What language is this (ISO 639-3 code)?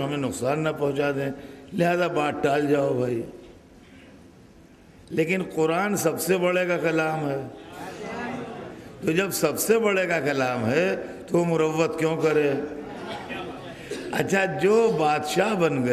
urd